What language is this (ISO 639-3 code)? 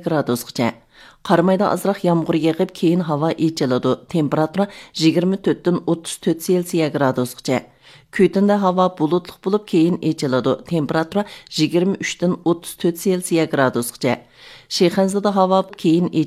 uig